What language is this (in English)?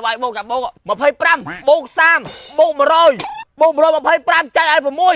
Khmer